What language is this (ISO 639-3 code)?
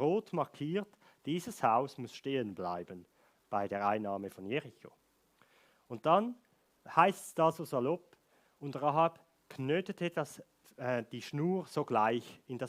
gsw